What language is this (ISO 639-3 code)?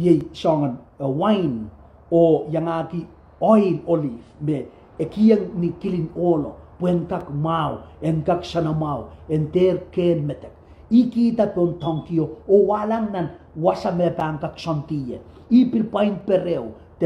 pon